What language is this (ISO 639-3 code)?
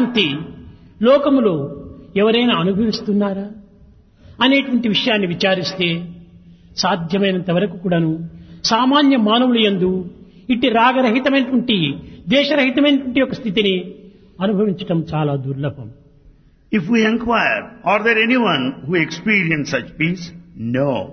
tel